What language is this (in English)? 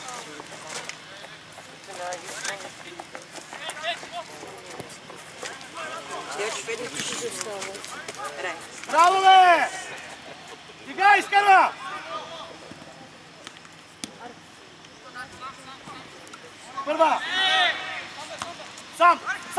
Bulgarian